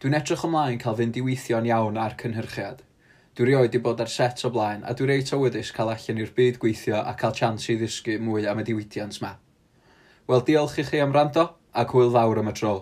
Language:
Welsh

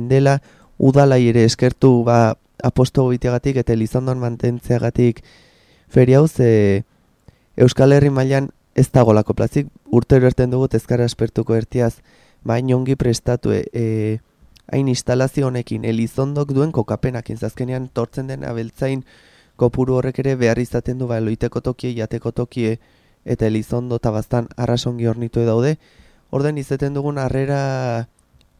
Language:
Basque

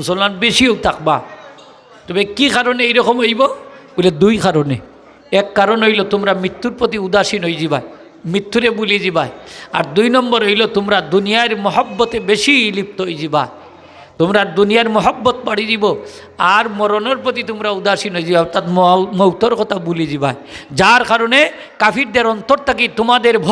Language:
Sylheti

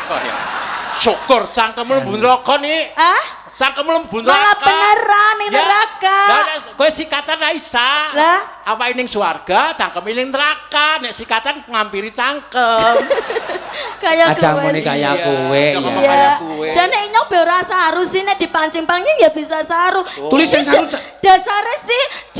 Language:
Javanese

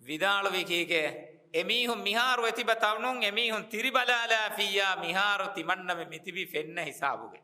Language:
Divehi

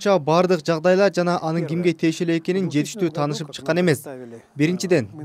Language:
Kyrgyz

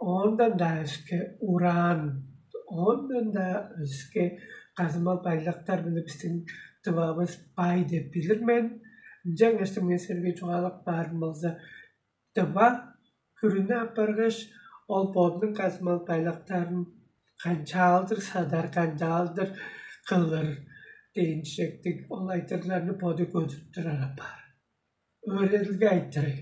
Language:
Tuvinian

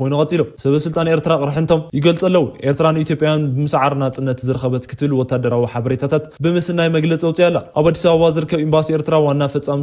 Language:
Tigrinya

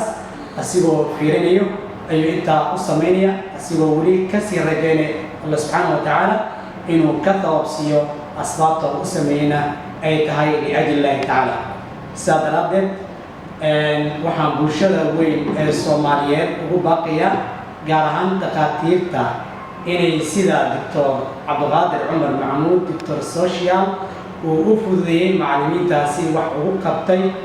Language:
Somali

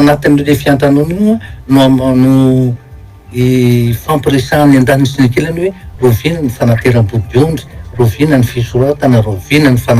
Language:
Malagasy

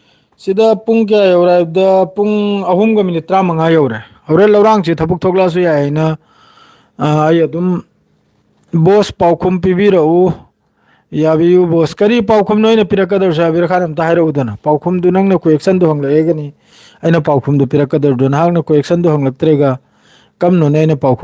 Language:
Manipuri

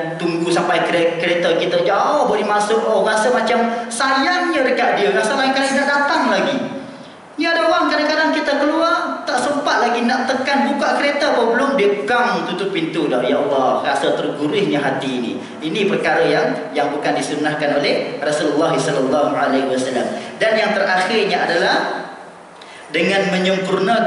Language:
Malay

